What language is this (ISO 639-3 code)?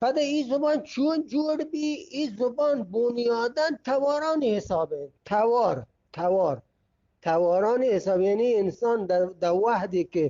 bgp